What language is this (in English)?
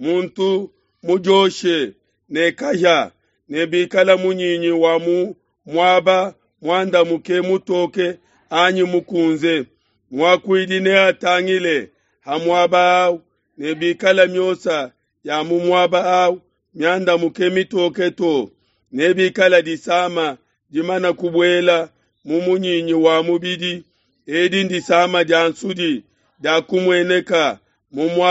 Luba-Lulua